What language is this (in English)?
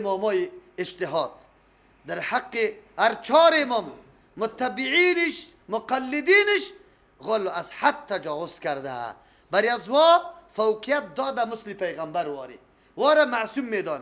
Persian